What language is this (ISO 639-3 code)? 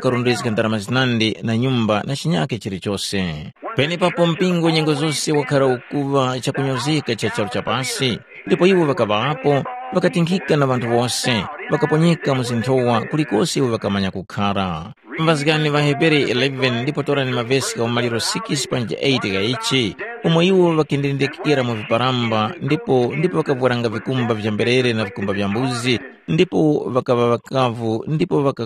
tum